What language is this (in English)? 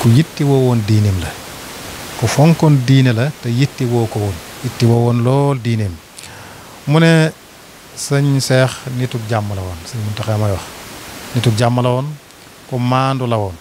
Wolof